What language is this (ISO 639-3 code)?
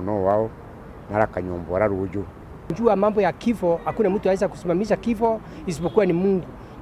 mer